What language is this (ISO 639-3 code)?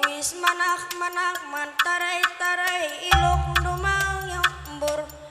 btx